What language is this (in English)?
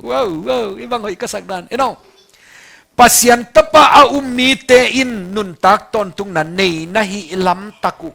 Tedim Chin